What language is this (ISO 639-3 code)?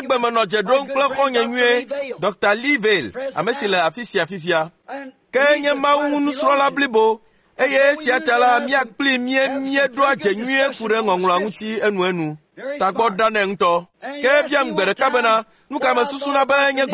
ewe